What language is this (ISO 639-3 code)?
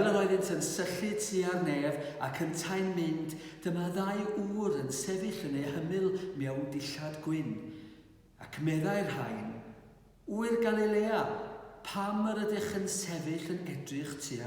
cym